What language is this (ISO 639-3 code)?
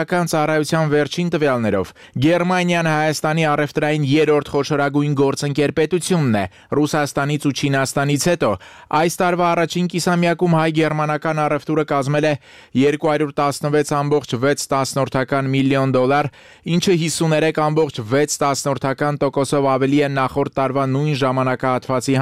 hye